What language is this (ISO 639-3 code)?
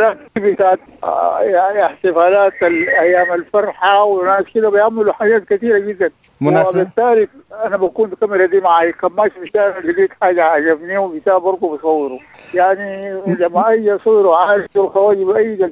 apd